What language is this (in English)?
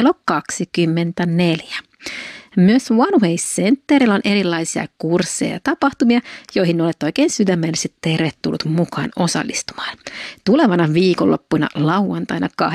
Finnish